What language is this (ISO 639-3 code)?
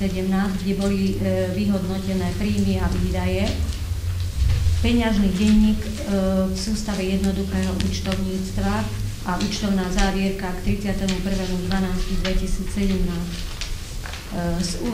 slk